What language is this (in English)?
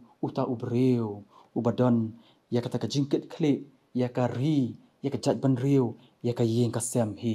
Khasi